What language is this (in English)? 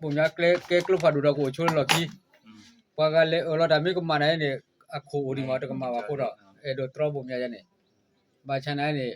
S'gaw Karen